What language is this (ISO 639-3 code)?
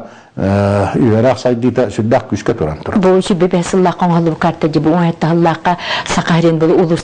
sah